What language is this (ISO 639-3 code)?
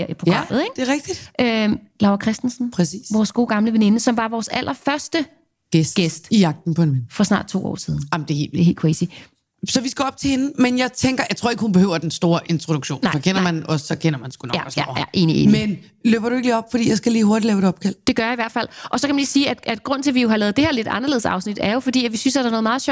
dan